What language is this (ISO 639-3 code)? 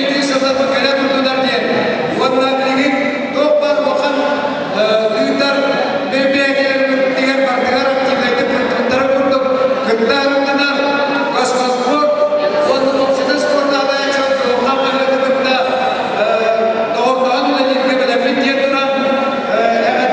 sah